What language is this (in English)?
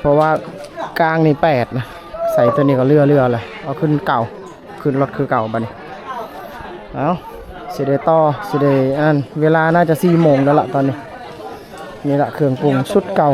Lao